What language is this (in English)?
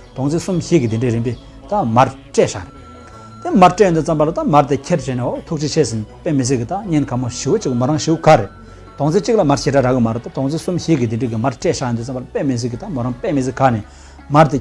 Tibetan